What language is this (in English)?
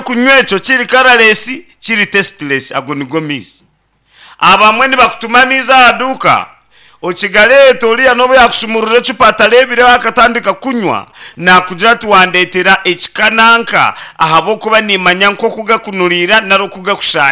Nyankole